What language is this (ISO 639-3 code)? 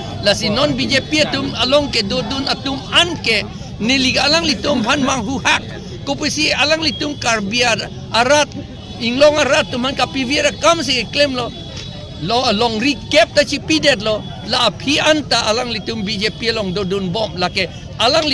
mjw